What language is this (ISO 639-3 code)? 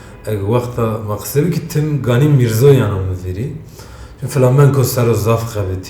zza